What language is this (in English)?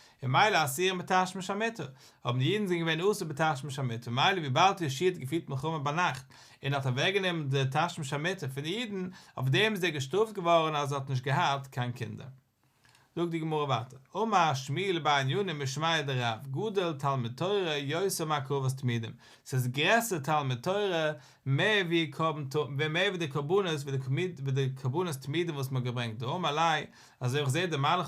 Yiddish